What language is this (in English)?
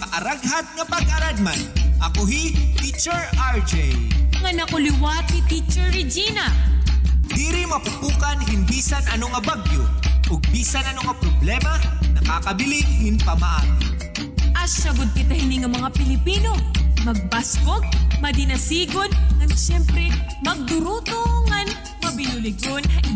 Waray